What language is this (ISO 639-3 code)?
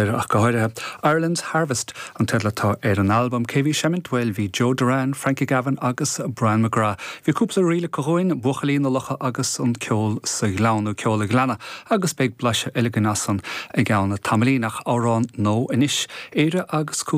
gle